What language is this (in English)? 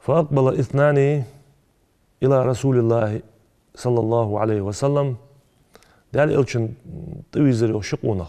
Ingush